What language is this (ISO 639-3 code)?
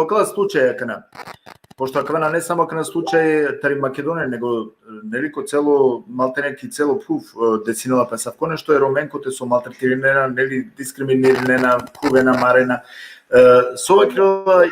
rmn